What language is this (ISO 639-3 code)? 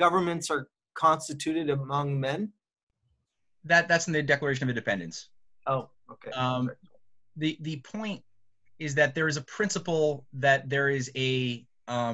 eng